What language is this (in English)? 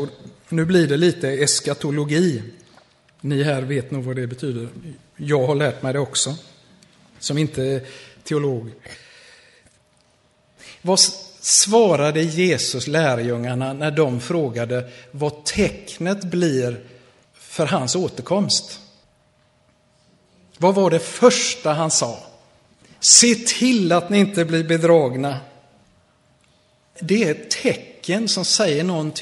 Swedish